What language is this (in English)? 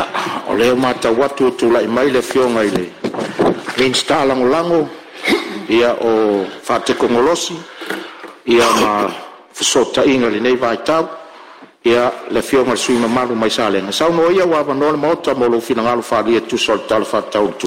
Samoan